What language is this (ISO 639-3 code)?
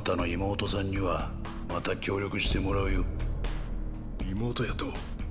jpn